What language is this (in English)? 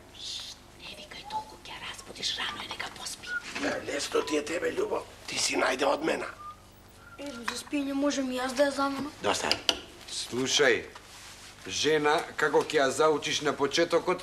Macedonian